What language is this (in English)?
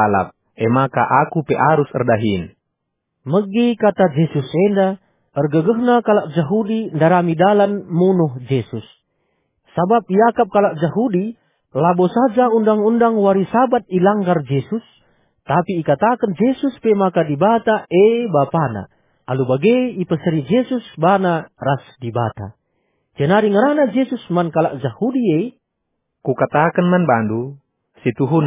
Batak Karo